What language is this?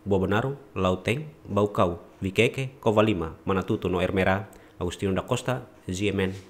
Tetum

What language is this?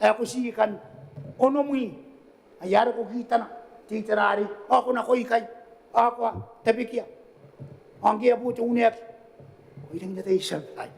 Gilbertese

